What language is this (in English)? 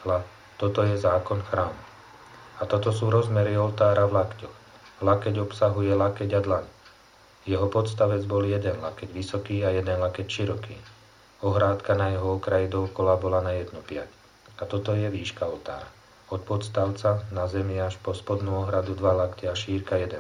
Slovak